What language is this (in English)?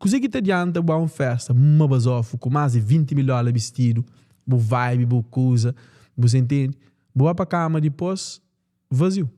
Kabuverdianu